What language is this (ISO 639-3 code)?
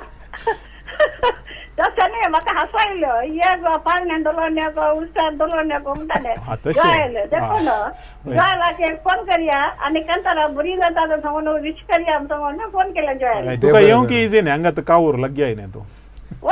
kok